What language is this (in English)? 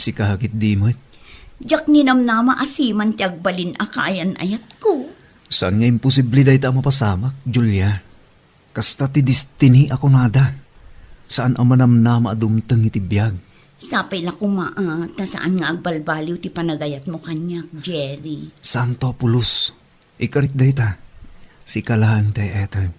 Iloko